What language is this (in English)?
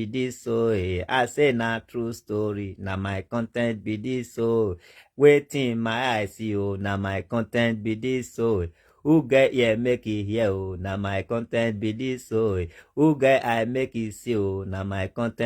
Nigerian Pidgin